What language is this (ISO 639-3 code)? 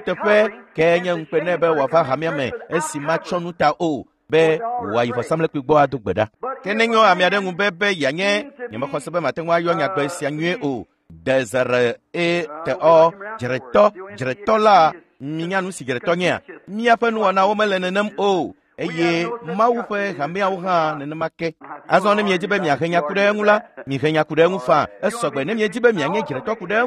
ewe